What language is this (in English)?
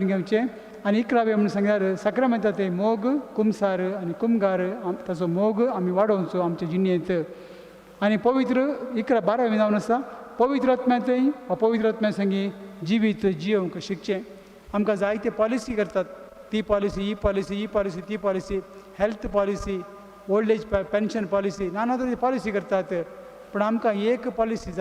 Konkani